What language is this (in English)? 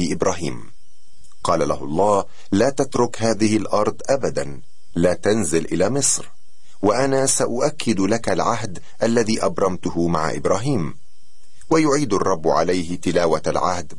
Arabic